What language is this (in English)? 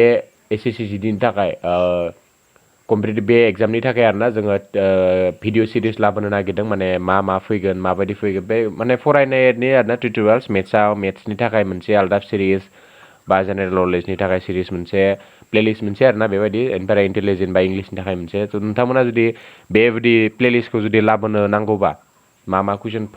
Bodo